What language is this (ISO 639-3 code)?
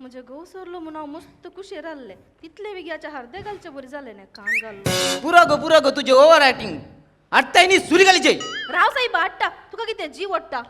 kok